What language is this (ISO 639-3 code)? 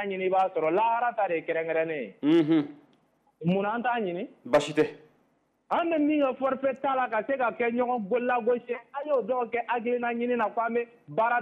bam